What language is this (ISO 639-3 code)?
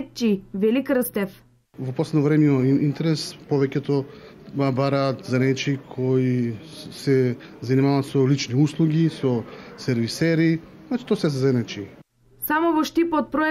mkd